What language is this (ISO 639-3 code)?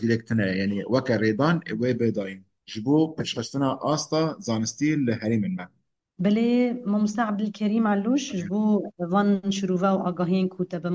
kur